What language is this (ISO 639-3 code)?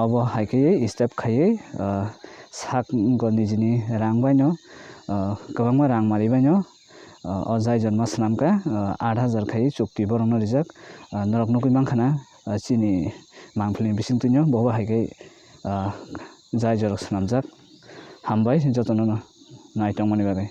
trp